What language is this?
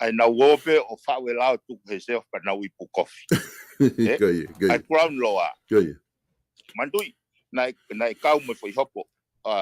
Tongan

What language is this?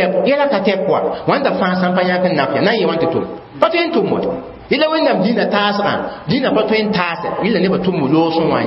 Mossi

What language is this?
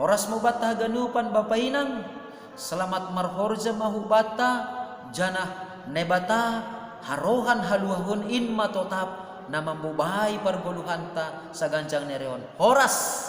Batak Simalungun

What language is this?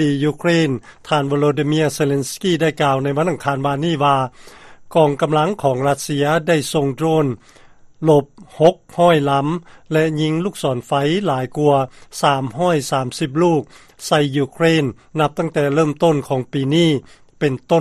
Lao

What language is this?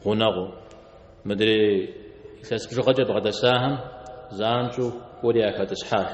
Kabardian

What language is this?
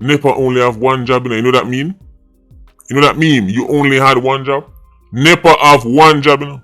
Jamaican Creole English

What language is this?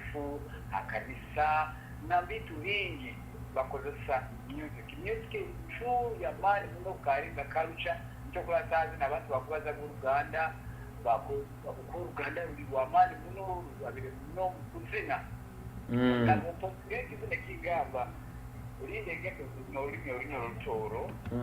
Nyoro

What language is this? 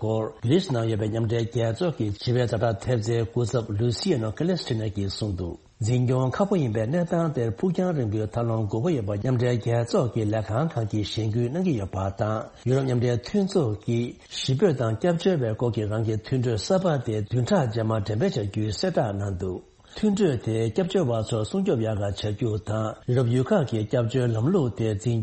Tibetan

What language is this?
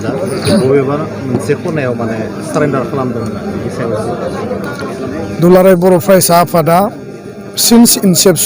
Bodo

